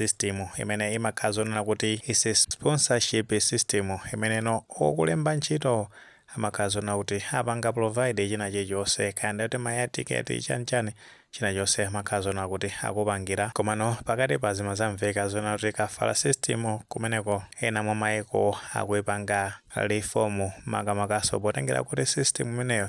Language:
Nyanja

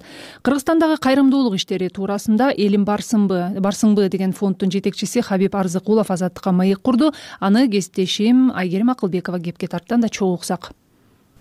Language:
Kyrgyz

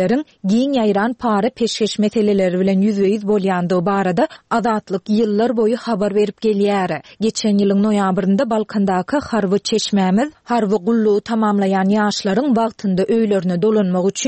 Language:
Turkmen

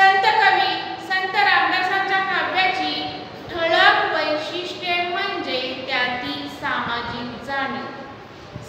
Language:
Marathi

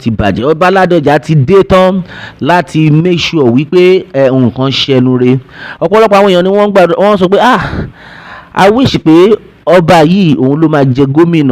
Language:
Yoruba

